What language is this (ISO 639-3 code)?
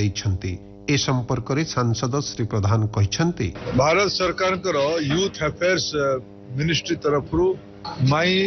ori